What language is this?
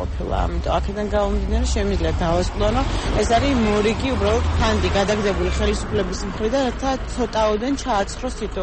Georgian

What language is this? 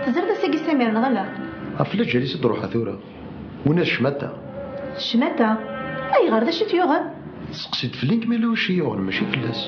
Kabyle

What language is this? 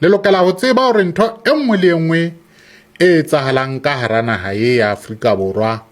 Southern Sotho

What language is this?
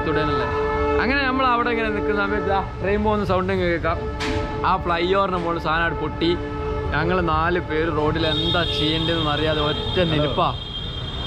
Malayalam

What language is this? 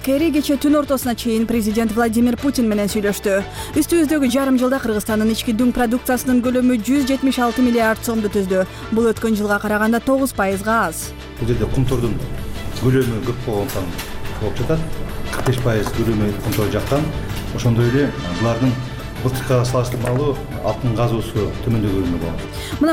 Kyrgyz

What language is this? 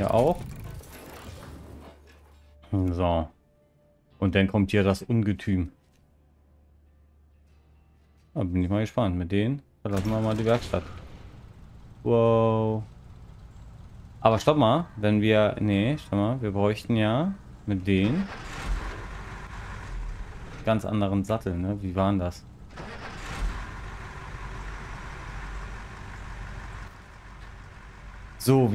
German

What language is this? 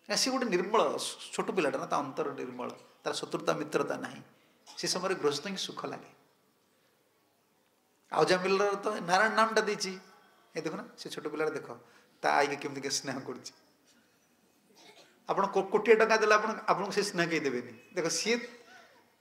Odia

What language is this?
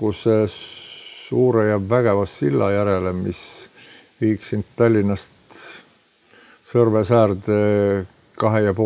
Estonian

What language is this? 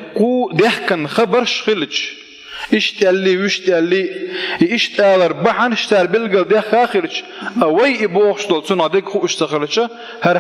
Chechen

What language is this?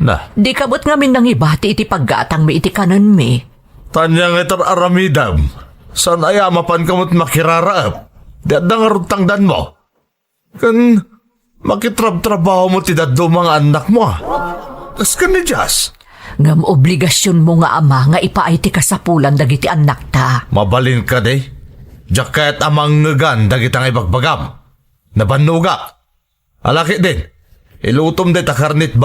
Iloko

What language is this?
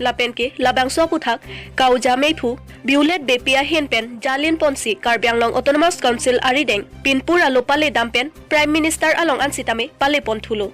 Karbi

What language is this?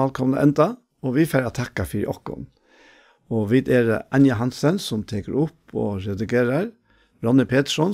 Faroese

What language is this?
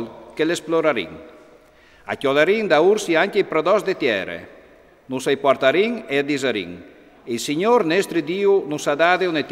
Friulian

